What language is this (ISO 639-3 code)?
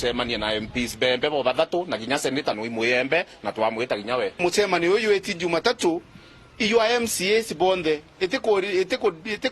mer